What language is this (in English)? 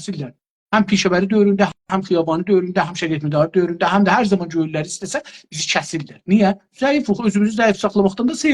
South Azerbaijani